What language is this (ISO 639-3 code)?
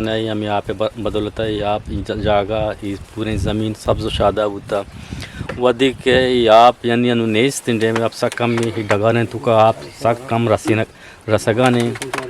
bgp